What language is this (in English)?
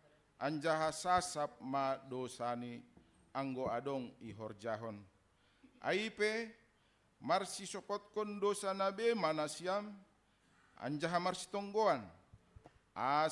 Batak Simalungun